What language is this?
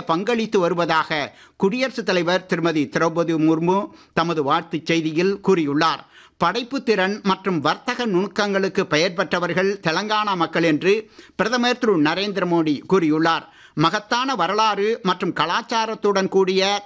Tamil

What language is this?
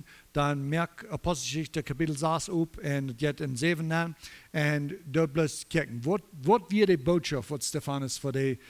Plautdietsch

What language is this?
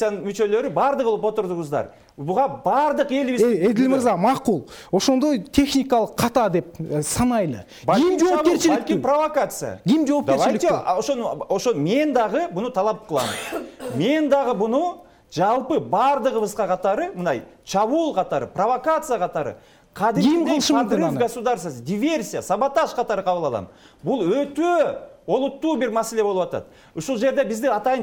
Kyrgyz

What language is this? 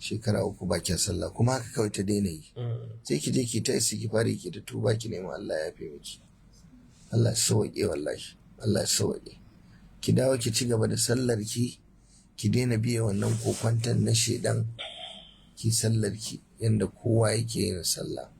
Hausa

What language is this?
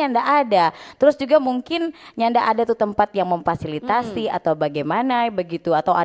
Manado Malay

